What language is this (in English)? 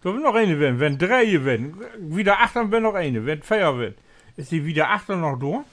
Low German